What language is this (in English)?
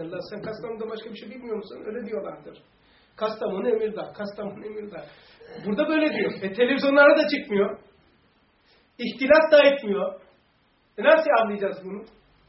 Turkish